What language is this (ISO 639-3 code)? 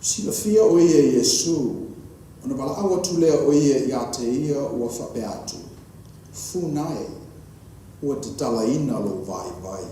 smo